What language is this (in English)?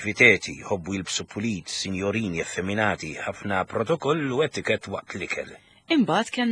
Maltese